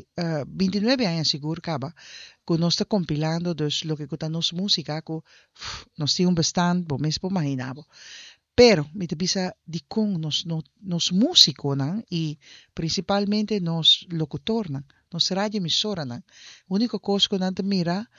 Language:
Papiamento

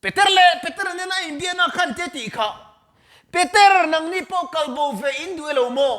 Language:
Mizo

